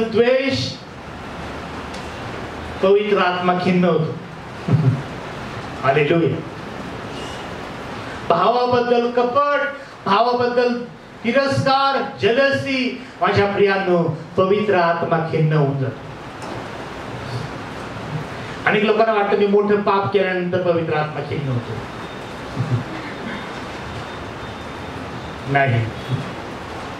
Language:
Marathi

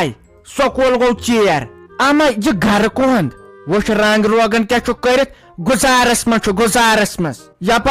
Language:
Kashmiri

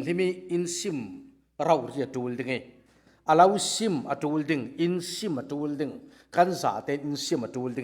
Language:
Falam Chin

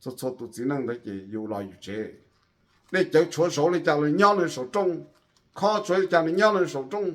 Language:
Hmong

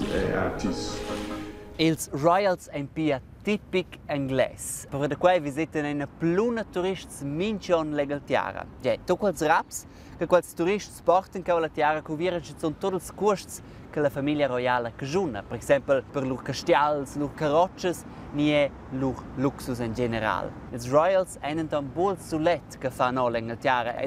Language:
Romansh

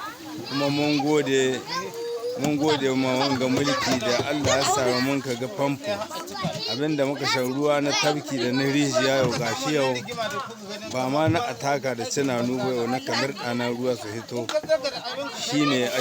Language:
Hausa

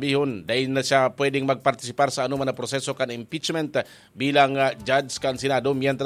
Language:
Bikol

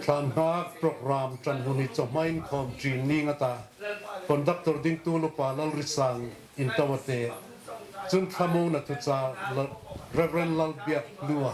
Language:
Hmar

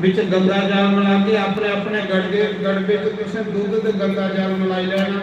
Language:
Dogri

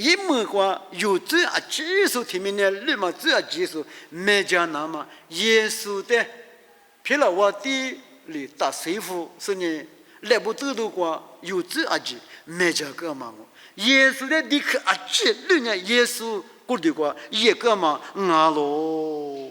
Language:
Lisu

